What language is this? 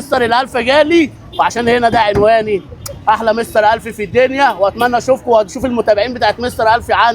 Egyptian Arabic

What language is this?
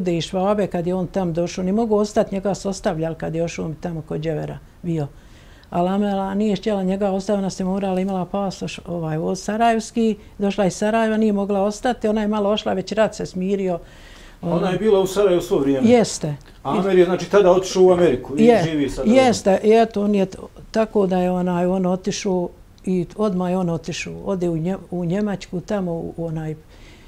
Bosnian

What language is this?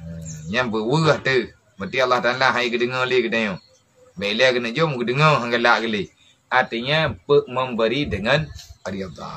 Achinese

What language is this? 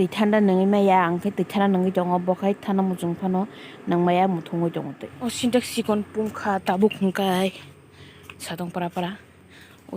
Kok Borok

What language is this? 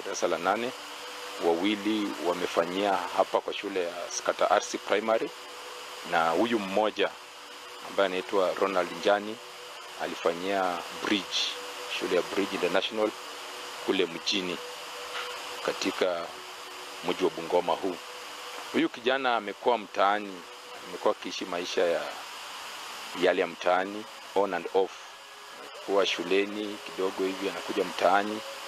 Swahili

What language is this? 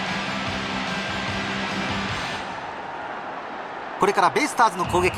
Japanese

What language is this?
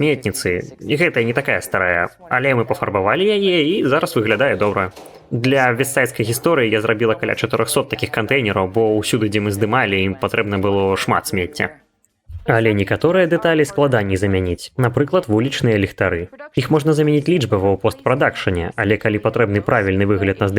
Belarusian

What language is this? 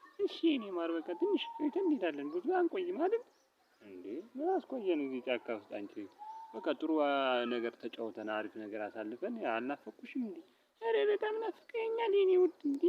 Amharic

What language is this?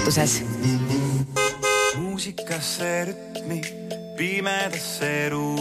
Estonian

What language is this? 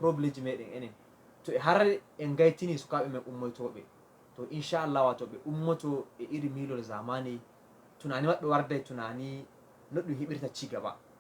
Fula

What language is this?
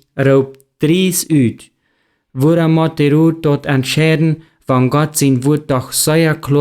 Plautdietsch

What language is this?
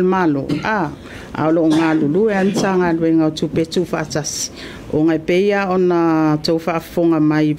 Samoan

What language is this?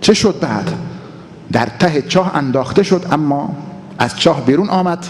Tajik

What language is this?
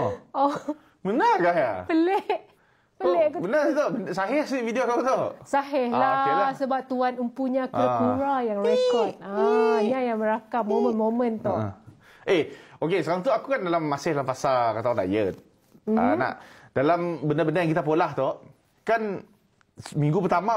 Malay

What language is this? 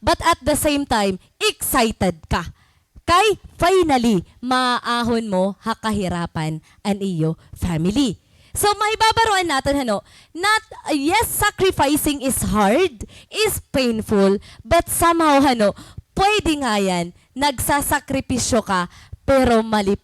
Waray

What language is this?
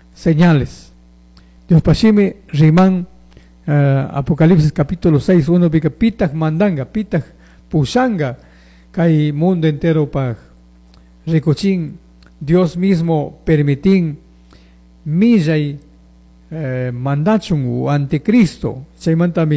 Chimborazo Highland Quichua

